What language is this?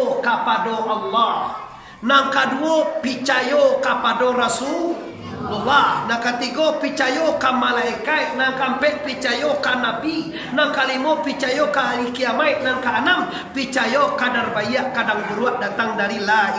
Minangkabau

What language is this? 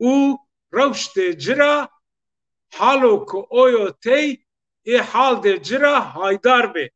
Zaza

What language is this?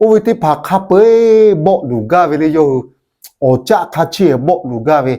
Lahu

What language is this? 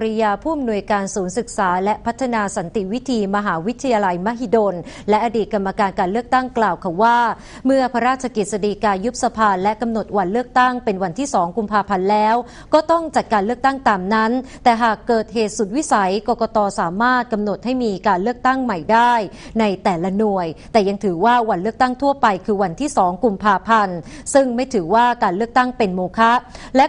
Thai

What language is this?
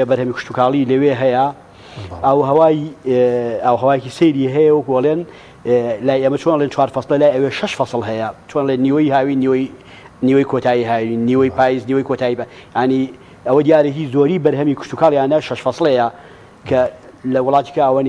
Central Kurdish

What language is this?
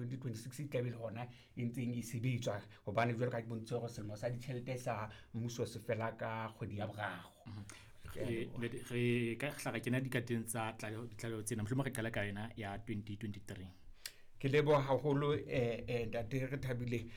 Southern Sotho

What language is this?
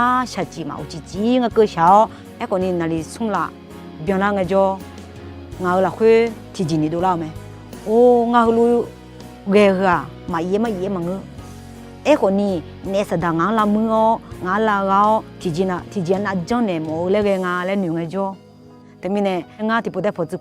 Akha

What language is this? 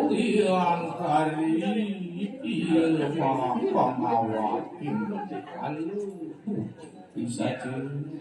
Balinese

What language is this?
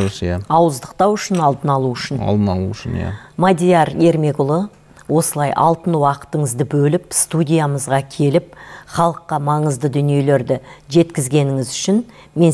Kazakh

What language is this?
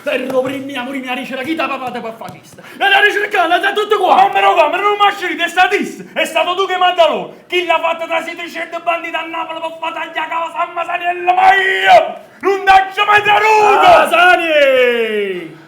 Neapolitan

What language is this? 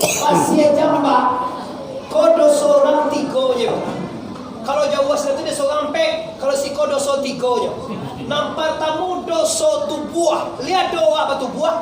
Minangkabau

